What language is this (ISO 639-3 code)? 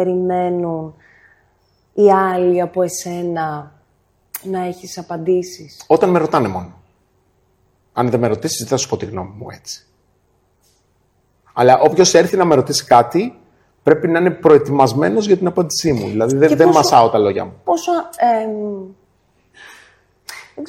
ell